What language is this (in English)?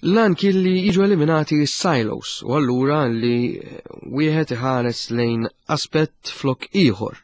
Maltese